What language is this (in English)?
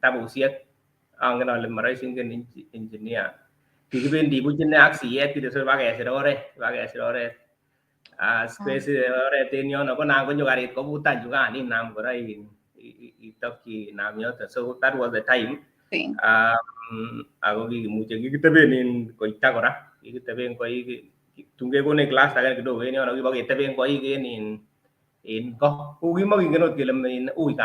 Kalenjin